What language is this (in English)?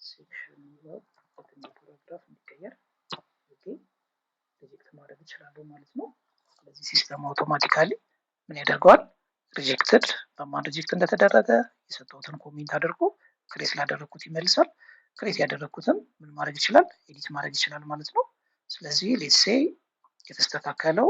Amharic